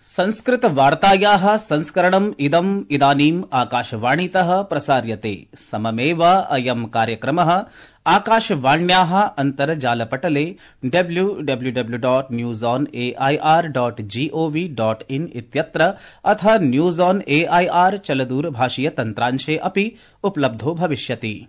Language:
Sanskrit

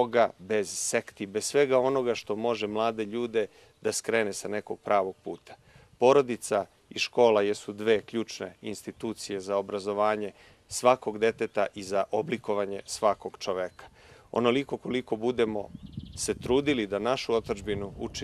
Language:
Serbian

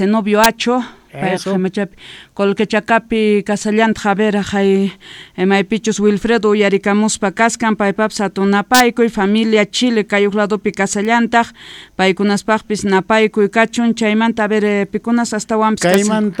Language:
South Bolivian Quechua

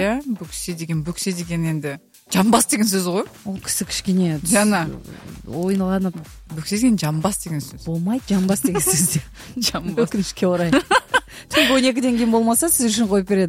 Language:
Kazakh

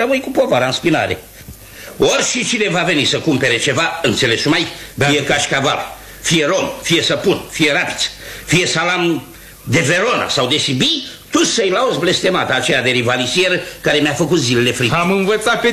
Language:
Romanian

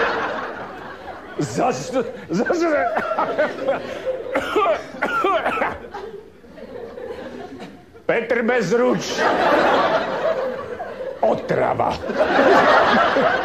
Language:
Czech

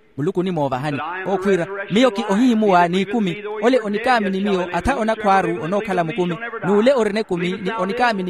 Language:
Makhuwa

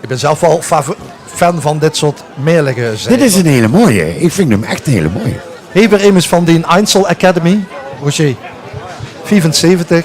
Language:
Limburgish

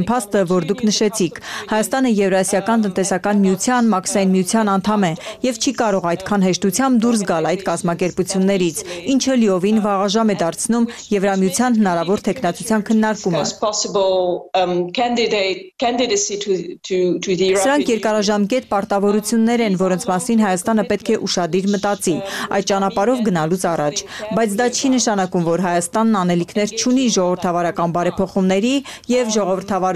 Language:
Armenian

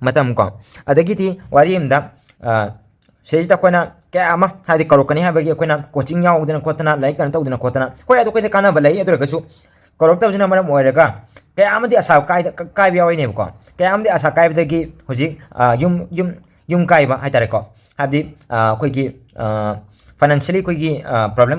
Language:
Manipuri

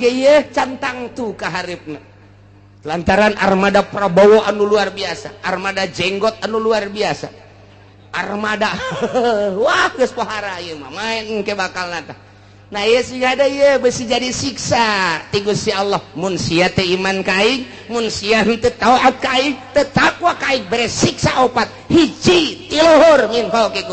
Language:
Sundanese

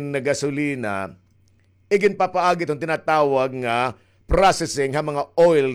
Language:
Waray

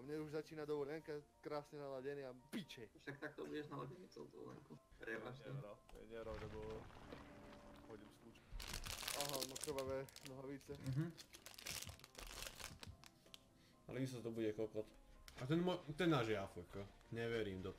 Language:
Slovak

